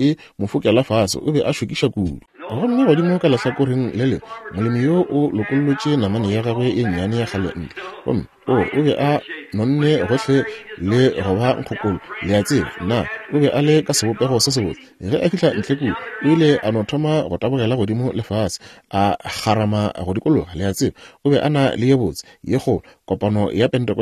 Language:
Northern Sotho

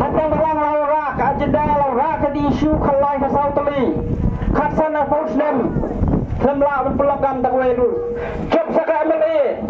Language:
Khasi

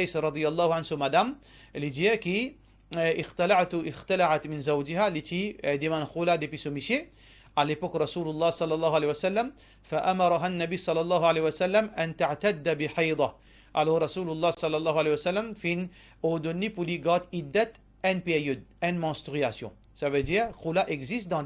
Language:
Morisyen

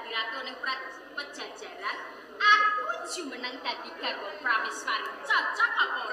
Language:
Javanese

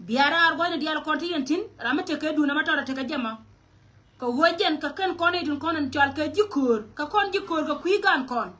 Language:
Nuer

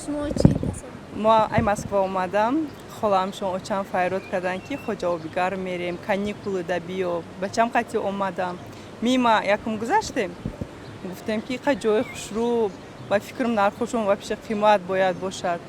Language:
Tajik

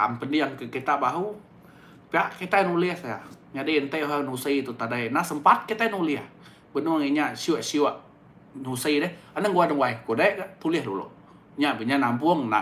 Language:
Iban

